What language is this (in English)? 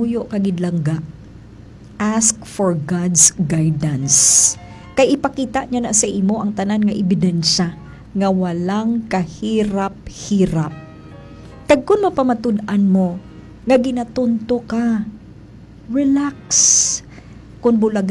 Hiligaynon